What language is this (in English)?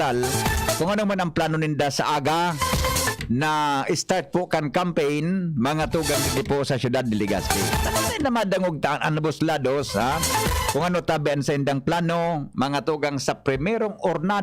Bikol